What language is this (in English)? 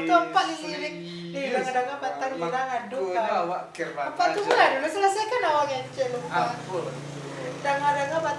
Minangkabau